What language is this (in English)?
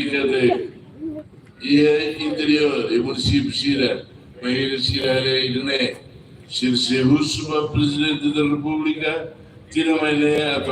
Tetum